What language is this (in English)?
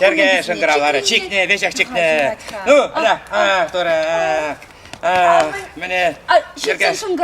Chuvash